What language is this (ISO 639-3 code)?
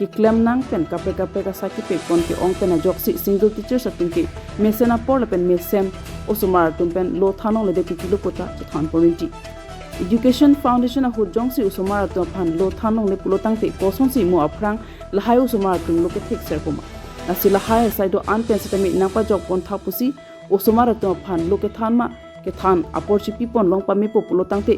mjw